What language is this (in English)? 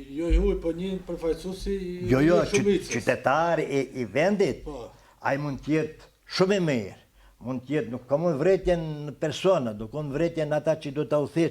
Albanian